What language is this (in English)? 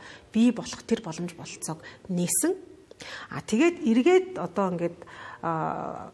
Mongolian